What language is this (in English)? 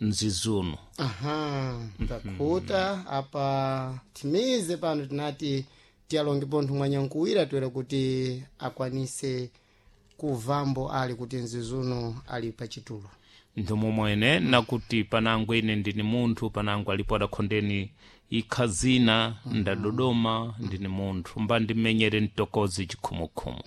Sena